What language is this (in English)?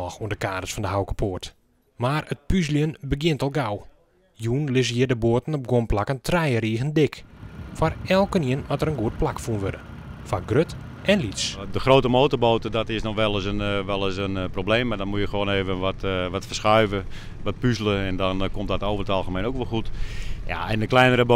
Western Frisian